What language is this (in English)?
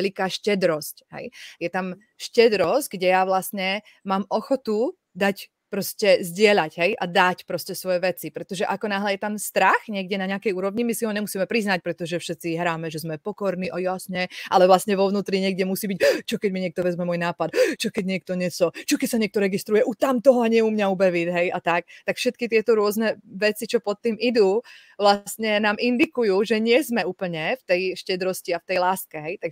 Slovak